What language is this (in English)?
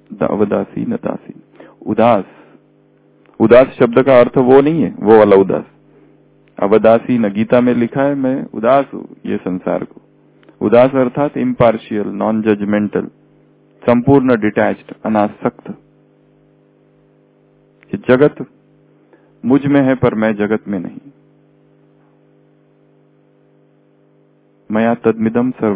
Hindi